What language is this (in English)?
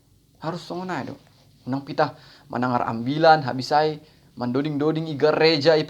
Batak Simalungun